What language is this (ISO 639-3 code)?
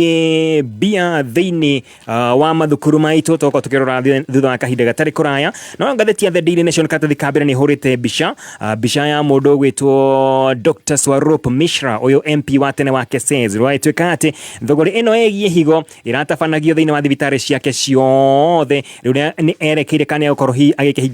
kik